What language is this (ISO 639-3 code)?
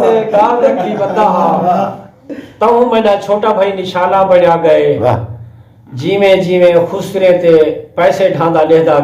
skr